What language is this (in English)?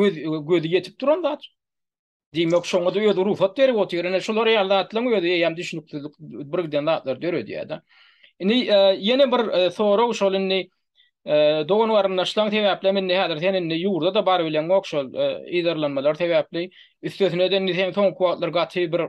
Turkmen